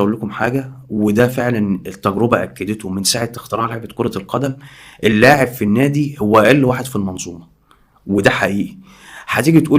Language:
Egyptian Arabic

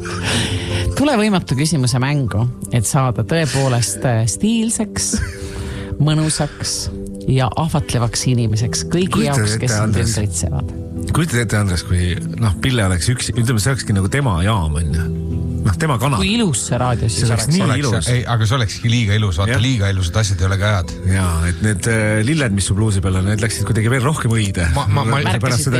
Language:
Estonian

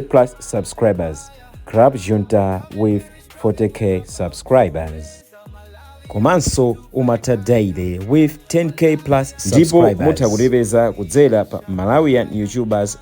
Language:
Nyanja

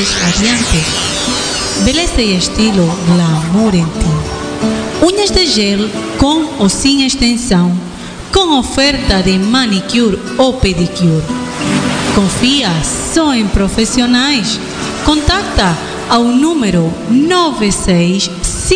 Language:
Portuguese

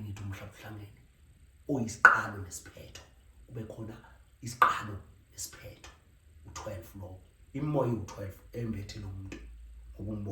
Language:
Zulu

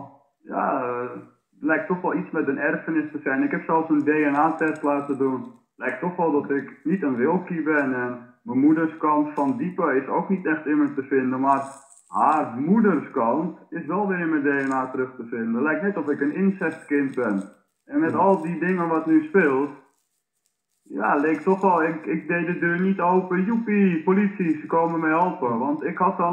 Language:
Dutch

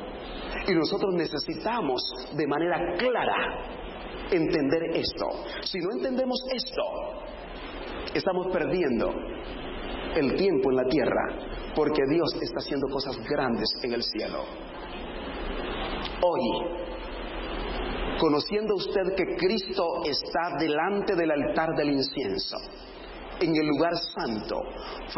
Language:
Spanish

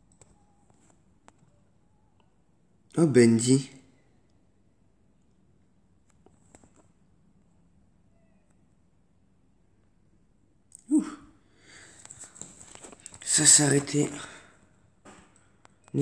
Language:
French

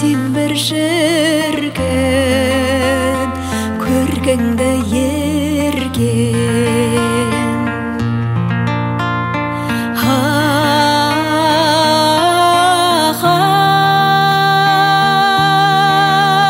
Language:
Kazakh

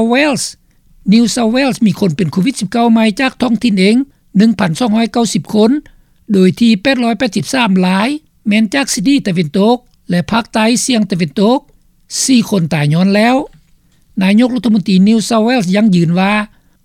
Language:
Lao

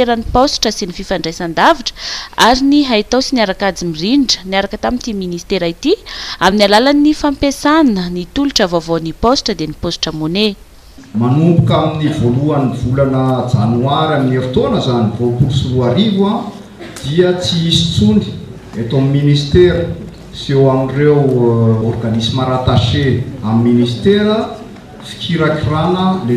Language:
Malagasy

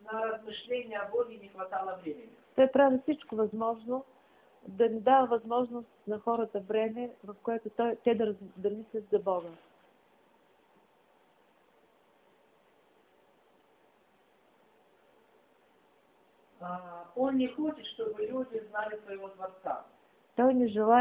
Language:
Bulgarian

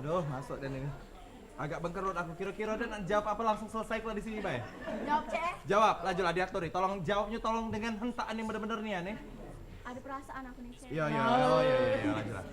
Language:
Musi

